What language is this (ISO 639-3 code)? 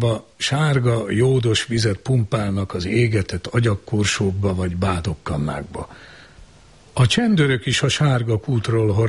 hun